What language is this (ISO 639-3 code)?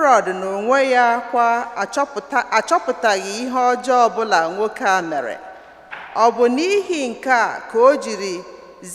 ibo